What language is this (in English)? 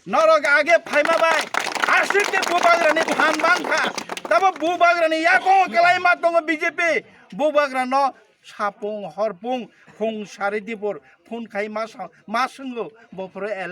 Kok Borok